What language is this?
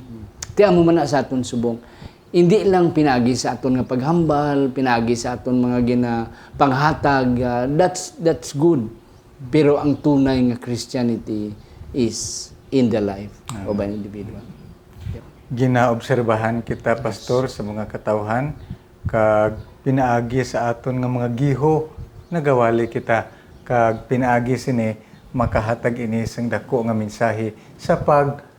Hiligaynon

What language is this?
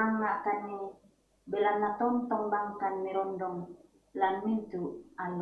Toraja-Sa'dan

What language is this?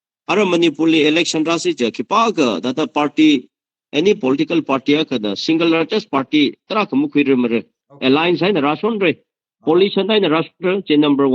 Tangkhul Naga (India)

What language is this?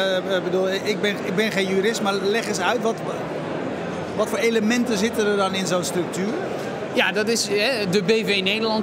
Dutch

